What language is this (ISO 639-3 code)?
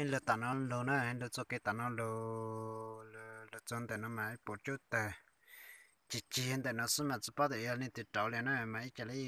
hmn